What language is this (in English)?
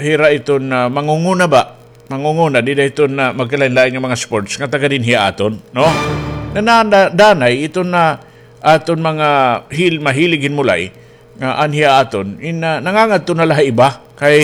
Waray